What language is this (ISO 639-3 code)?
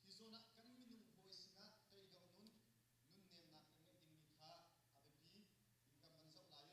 cnh